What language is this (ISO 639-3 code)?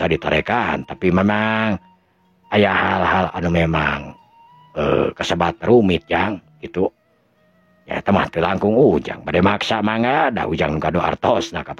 sun